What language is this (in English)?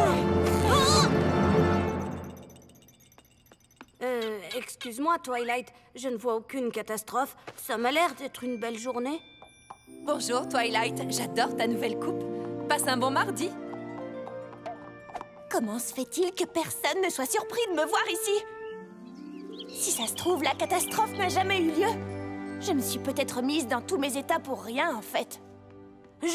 French